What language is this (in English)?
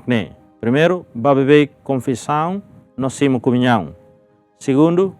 Tetum